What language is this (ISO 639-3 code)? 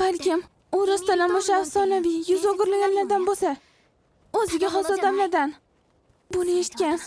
uzb